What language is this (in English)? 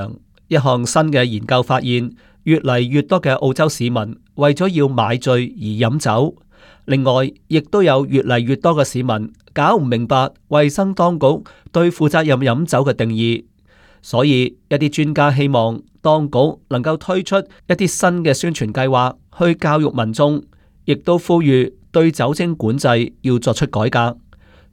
Cantonese